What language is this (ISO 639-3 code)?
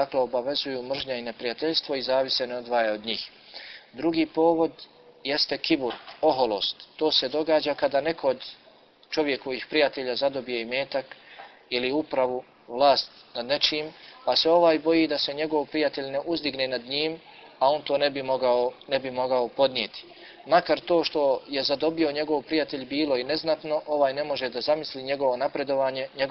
bos